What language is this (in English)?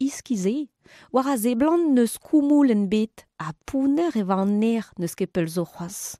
Breton